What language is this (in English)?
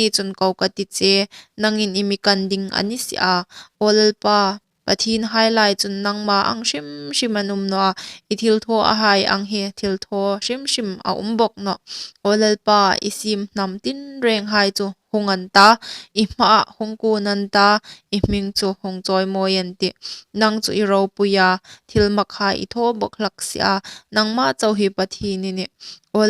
Hmar